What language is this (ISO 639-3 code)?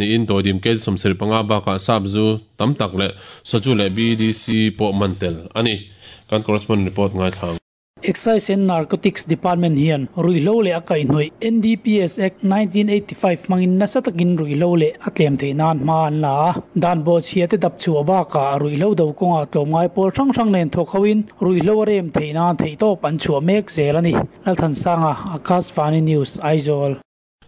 lus